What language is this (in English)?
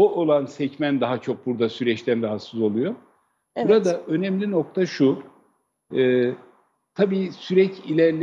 Turkish